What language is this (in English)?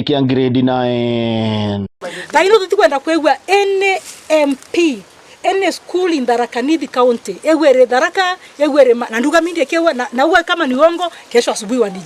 Meru